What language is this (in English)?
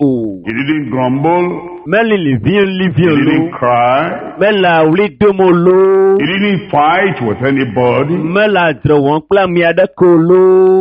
Ewe